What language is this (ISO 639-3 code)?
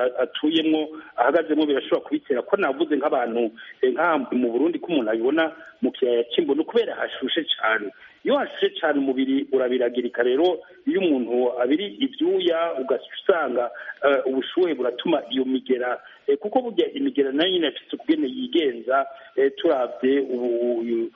kin